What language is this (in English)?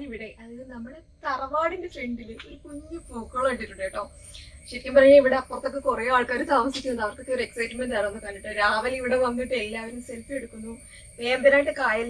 Malayalam